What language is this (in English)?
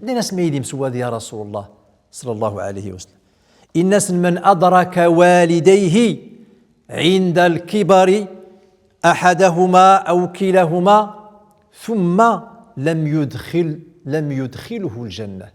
Central Atlas Tamazight